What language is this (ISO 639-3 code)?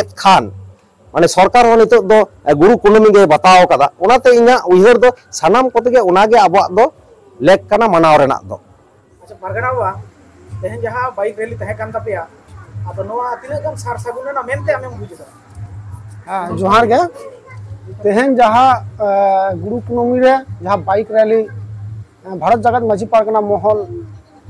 sat